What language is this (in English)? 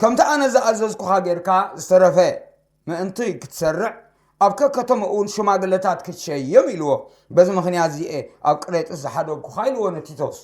Tigrinya